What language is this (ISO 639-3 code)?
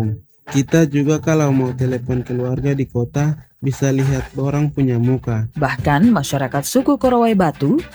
ind